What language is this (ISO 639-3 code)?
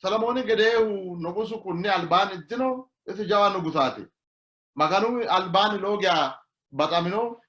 sid